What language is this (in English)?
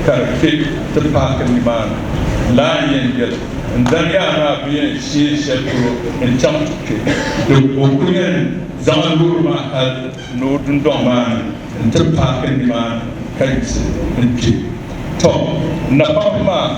Dagbani